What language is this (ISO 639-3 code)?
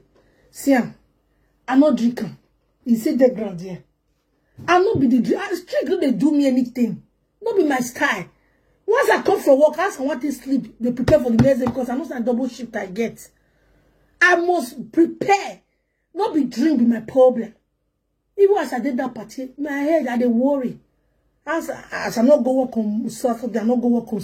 pcm